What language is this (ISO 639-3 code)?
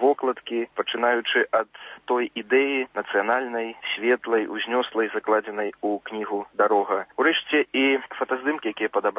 bel